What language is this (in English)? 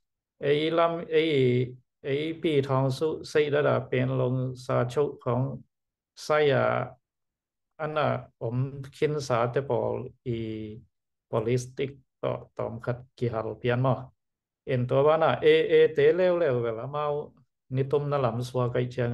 Tedim Chin